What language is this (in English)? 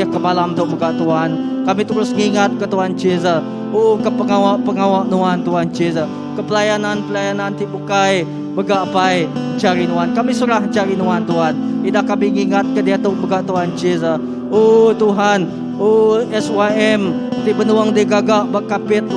Iban